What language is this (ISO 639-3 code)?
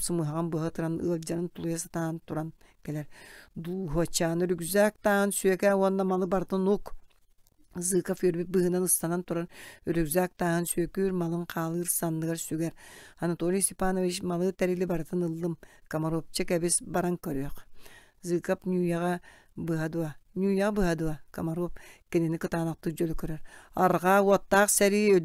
sah